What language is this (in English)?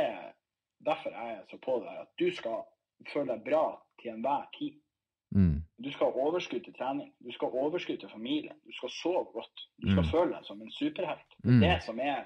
Norwegian